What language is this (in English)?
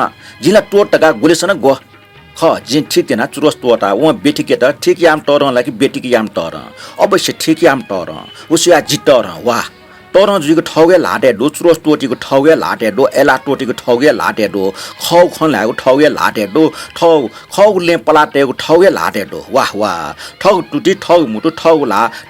Newari